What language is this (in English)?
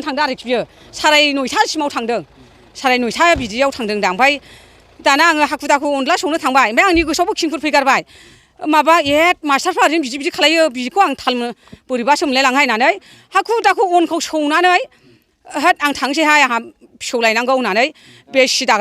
Bodo